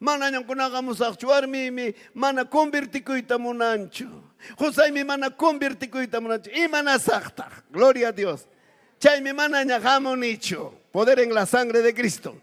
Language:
Ayacucho Quechua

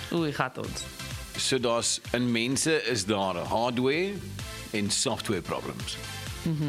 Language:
Afrikaans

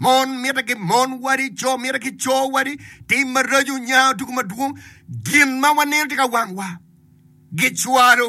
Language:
Acoli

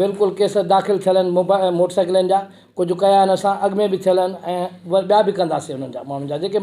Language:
Sindhi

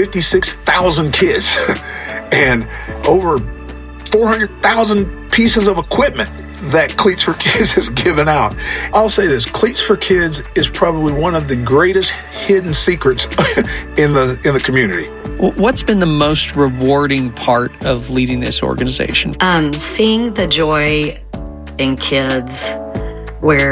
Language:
English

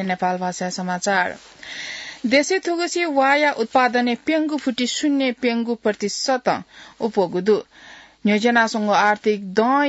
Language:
Newari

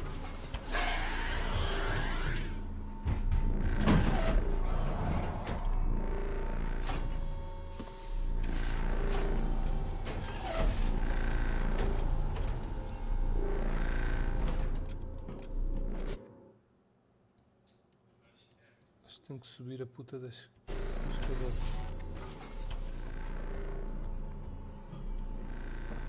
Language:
Portuguese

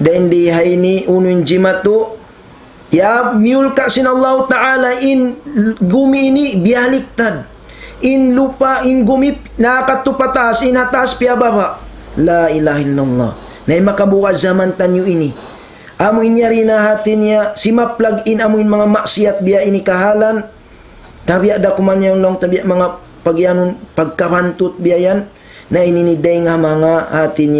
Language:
Tausug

